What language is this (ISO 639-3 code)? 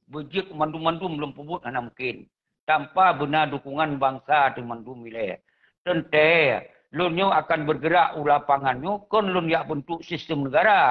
ace